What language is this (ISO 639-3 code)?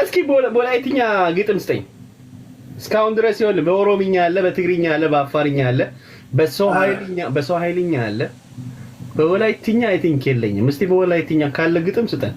amh